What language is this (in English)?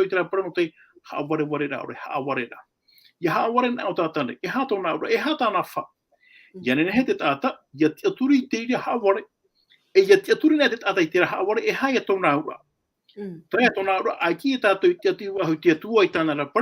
Tahitian